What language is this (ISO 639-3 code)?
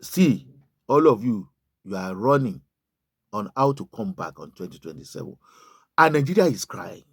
yor